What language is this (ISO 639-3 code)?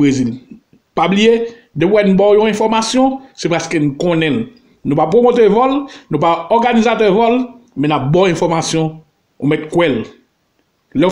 hat